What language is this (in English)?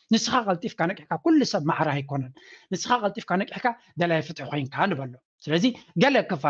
Tigrinya